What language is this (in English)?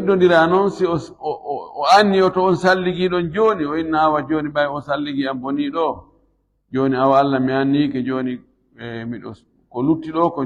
Fula